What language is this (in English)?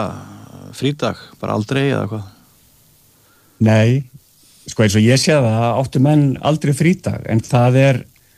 Icelandic